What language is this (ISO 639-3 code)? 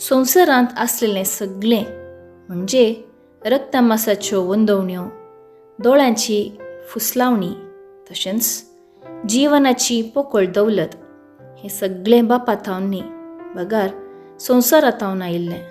kok